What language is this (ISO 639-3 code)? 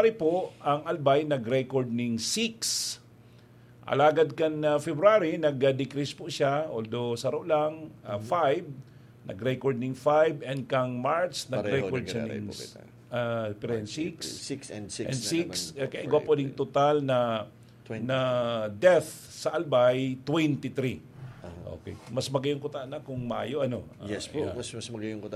bik